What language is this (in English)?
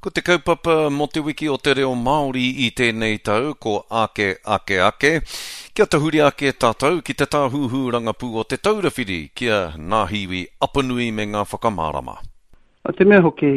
Māori